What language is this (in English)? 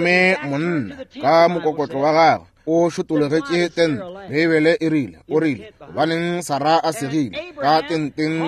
Northern Sotho